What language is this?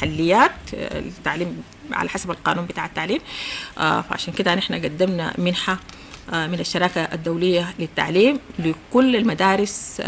Sudanese Arabic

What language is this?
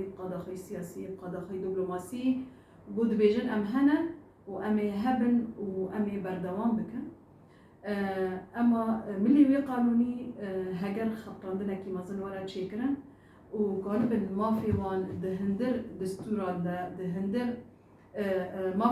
Kurdish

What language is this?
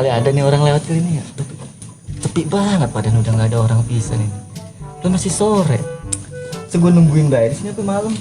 Betawi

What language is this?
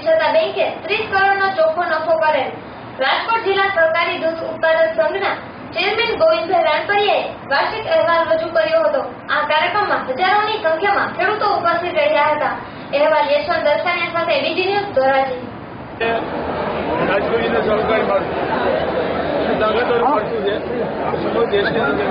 Gujarati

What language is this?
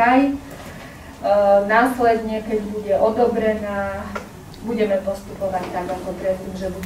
Slovak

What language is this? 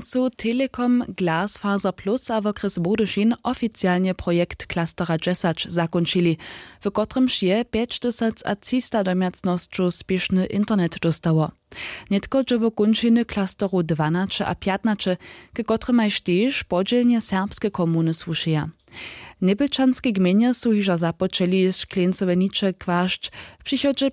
Upper Sorbian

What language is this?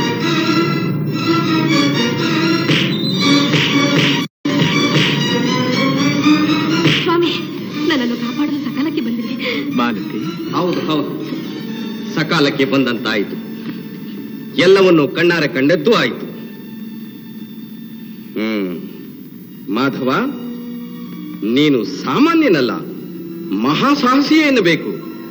Kannada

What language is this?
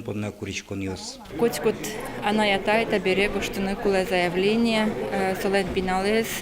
Udmurt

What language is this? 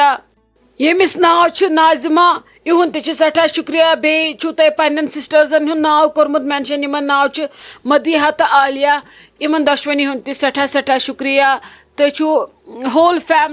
Kashmiri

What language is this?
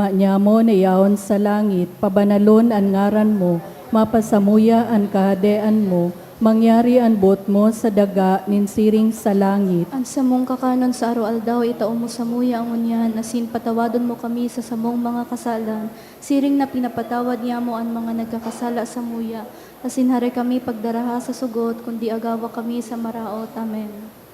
Bikol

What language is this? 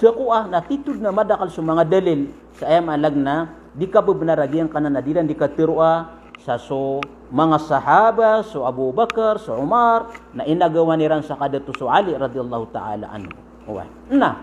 Maranao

